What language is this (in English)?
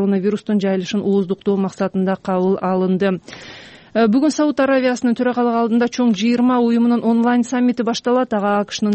Kyrgyz